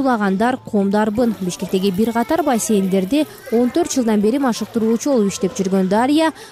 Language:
Kyrgyz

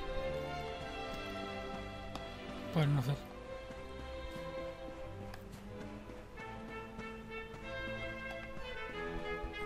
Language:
Spanish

